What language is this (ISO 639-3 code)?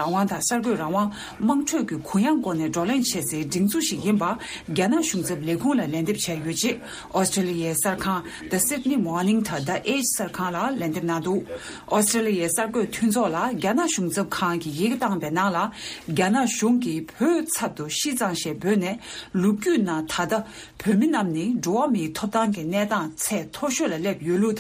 bod